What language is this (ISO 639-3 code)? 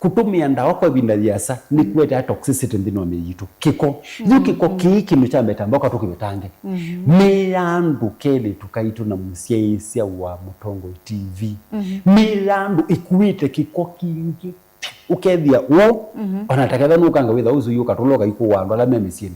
kam